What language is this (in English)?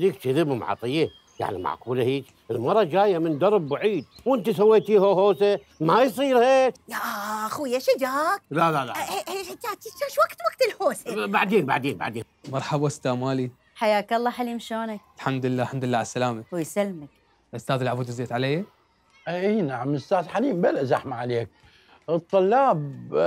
Mesopotamian Arabic